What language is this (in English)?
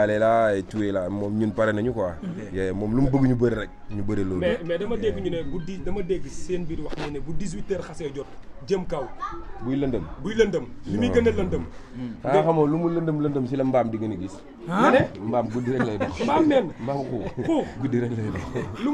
Wolof